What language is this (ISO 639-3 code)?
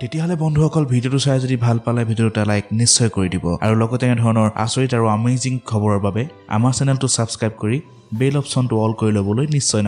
asm